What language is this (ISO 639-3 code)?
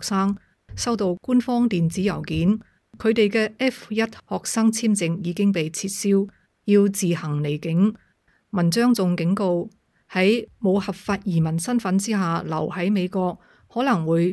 yue